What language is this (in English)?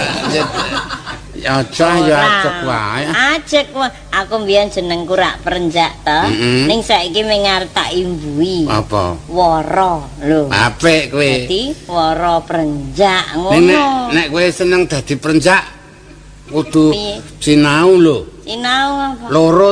Javanese